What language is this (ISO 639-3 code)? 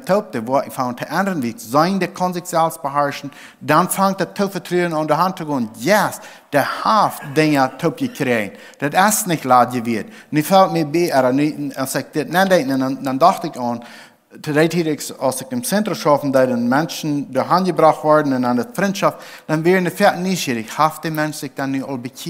pdt